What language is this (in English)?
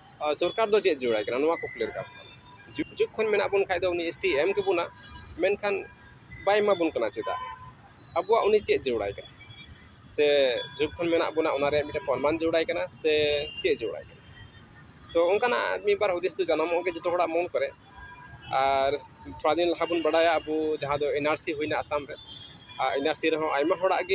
Santali